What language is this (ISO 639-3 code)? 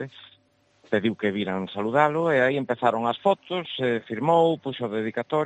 glg